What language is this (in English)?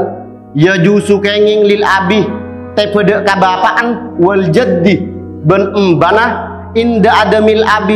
Madurese